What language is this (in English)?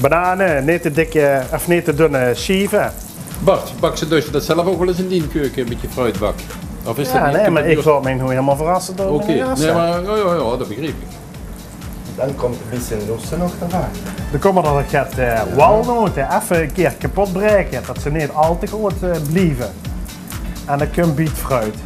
Limburgish